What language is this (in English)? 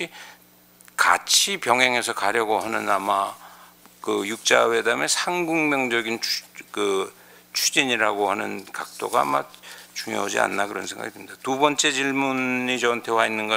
Korean